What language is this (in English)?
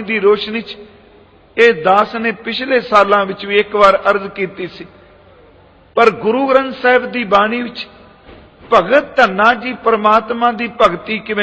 Punjabi